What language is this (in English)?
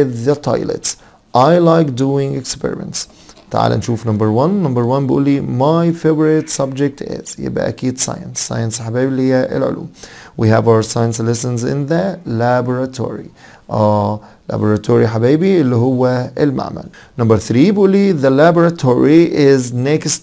Egyptian Arabic